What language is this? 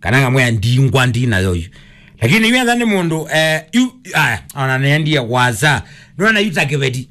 Kamba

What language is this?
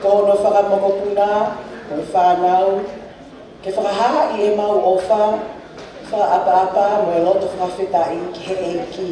Tongan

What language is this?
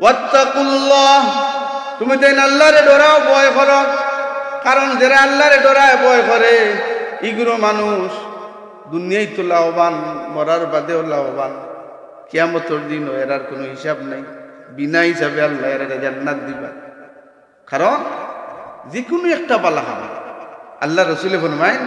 Sylheti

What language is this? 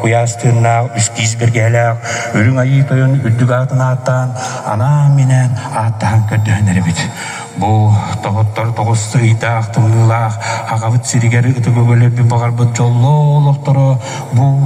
Yakut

